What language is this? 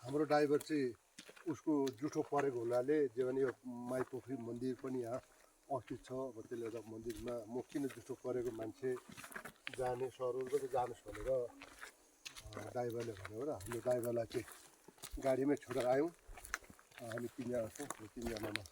Nepali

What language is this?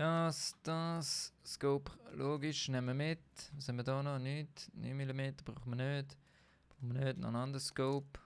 Swiss German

